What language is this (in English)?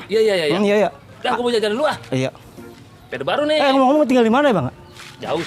Betawi